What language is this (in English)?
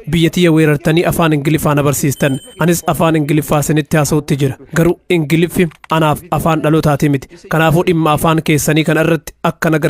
Oromo